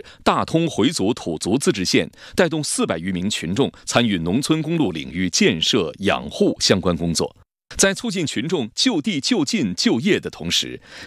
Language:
Chinese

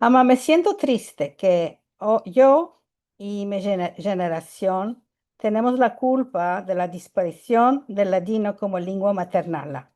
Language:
Ladino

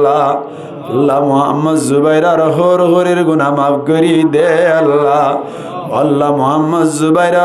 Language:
Rohingya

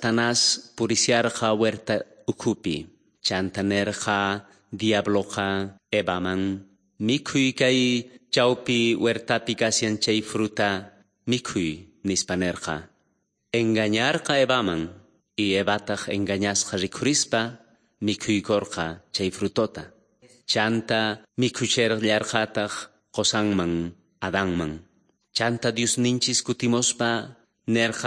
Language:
South Bolivian Quechua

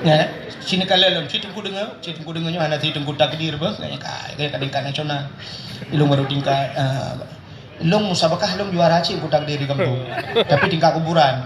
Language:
Achinese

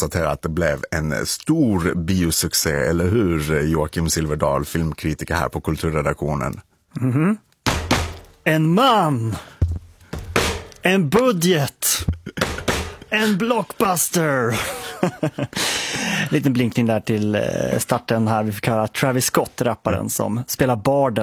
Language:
Swedish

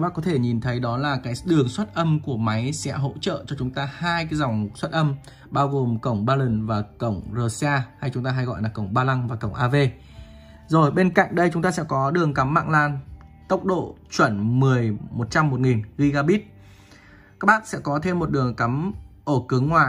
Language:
Vietnamese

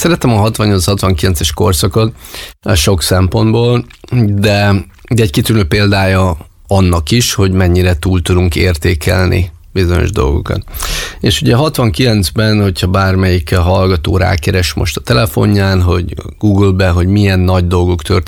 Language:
Hungarian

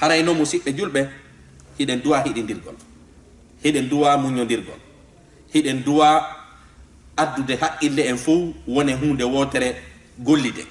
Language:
Fula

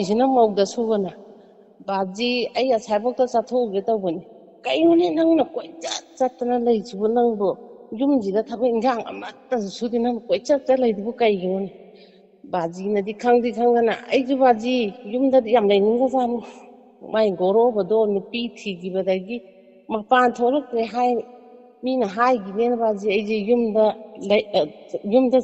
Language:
Manipuri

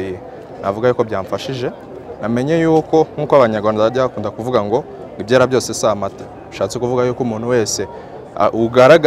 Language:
Kinyarwanda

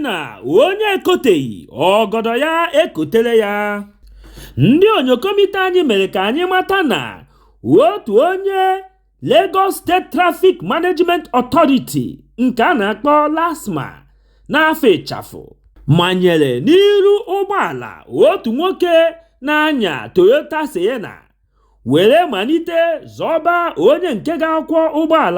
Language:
Igbo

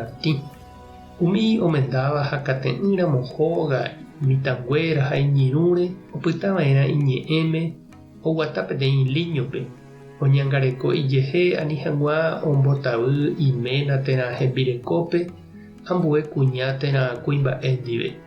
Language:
Guarani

